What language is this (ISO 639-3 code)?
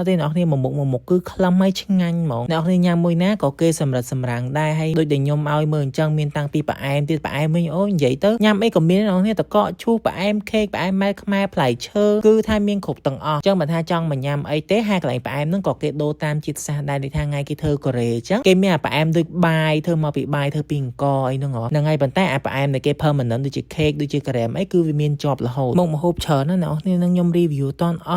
khm